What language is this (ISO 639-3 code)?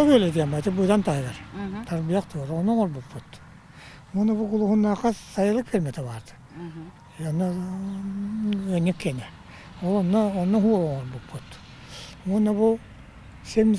sah